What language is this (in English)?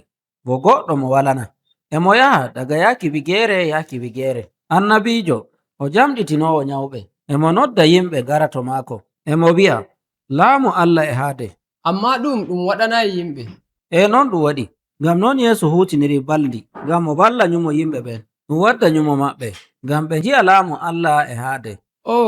Nigerian Fulfulde